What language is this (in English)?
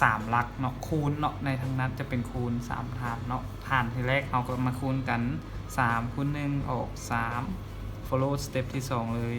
Lao